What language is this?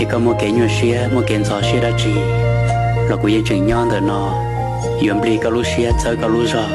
Hmong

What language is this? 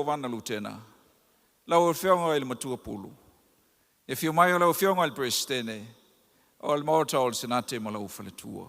Samoan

